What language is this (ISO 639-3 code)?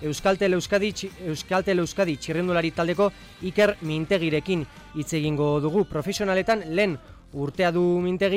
eus